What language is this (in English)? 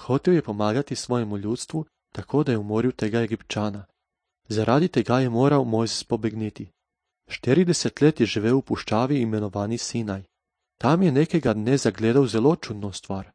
Slovenian